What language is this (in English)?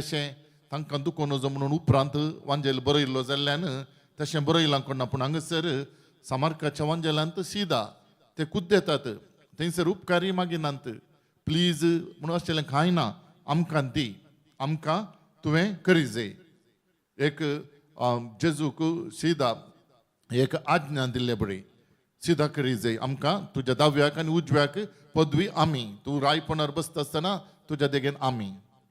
Konkani